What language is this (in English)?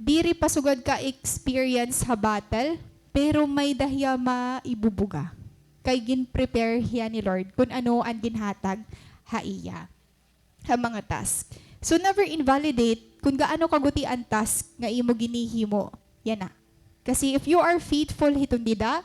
Waray